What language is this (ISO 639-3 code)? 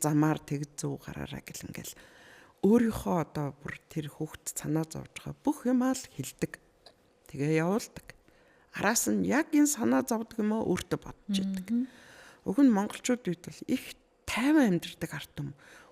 mon